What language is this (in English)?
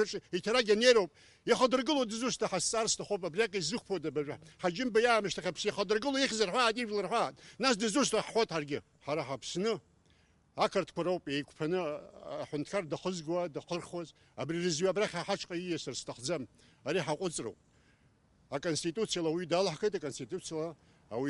Abkhazian